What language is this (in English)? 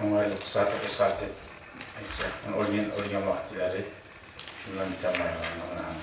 Kumyk